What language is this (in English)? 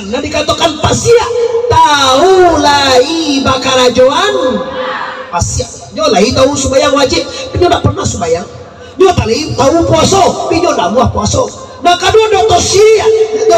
Minangkabau